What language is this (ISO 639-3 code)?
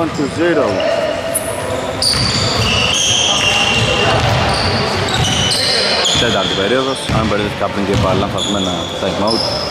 ell